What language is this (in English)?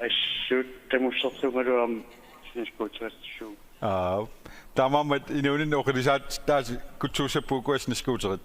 Kalaallisut